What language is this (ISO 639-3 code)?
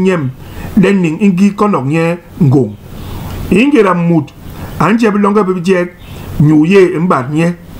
bas